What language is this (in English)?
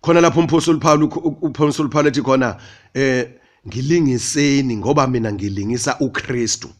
Zulu